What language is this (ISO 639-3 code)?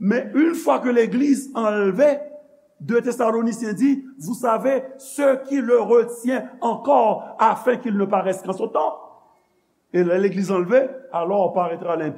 hat